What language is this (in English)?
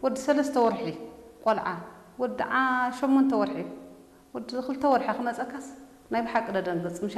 Tigrinya